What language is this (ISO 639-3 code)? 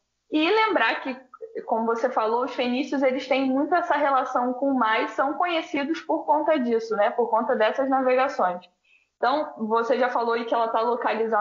por